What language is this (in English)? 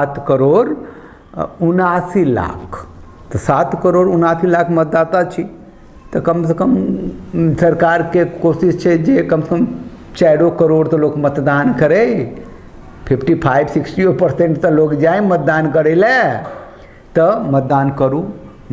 Maithili